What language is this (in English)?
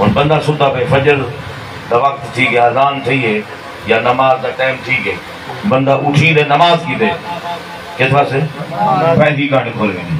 Saraiki